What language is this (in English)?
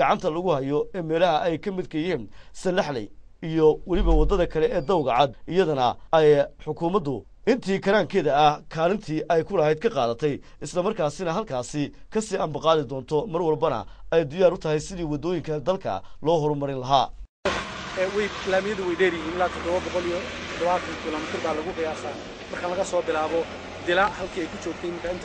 Somali